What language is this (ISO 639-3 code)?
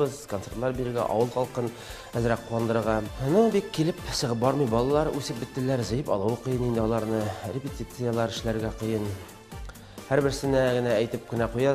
bak